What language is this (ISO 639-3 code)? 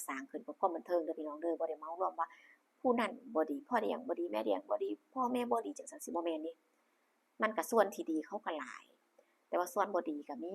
lao